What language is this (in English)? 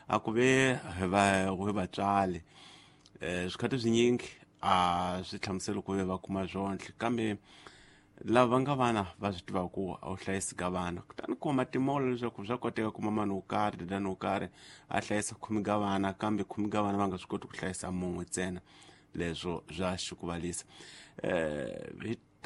Tsonga